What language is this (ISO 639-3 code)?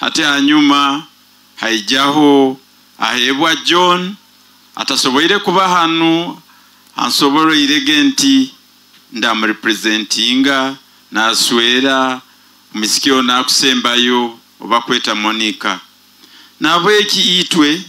nyo